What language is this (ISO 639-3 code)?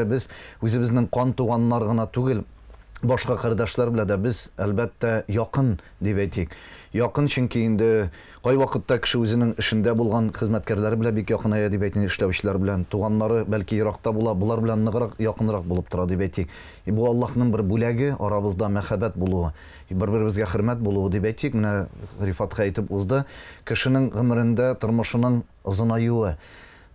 tat